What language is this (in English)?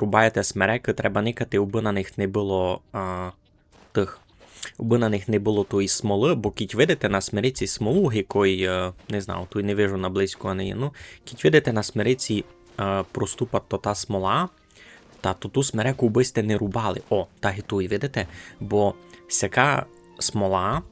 Rusyn